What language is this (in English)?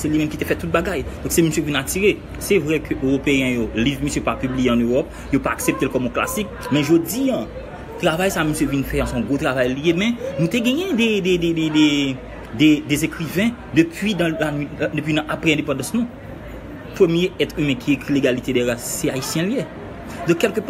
Haitian Creole